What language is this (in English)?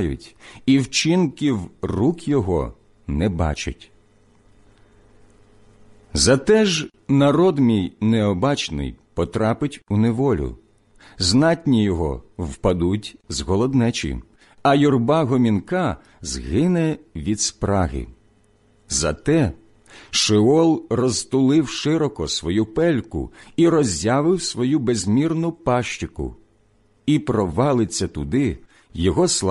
Ukrainian